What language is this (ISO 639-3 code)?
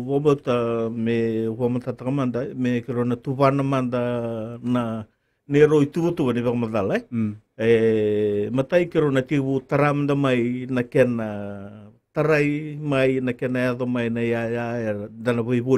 fij